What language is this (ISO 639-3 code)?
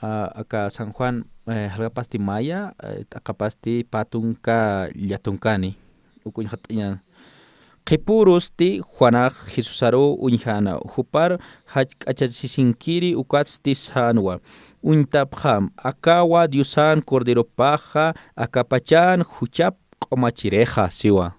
aym